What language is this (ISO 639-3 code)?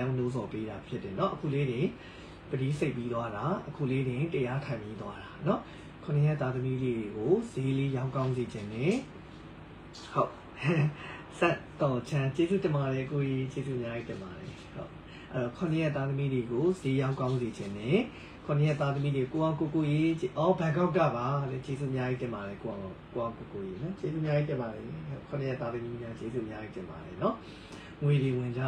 mya